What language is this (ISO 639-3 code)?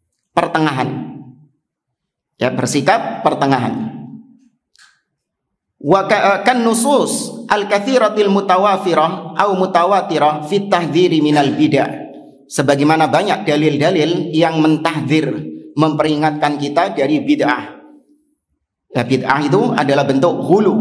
ind